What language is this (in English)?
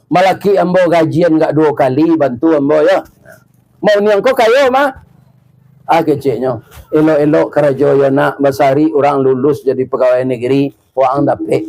Minangkabau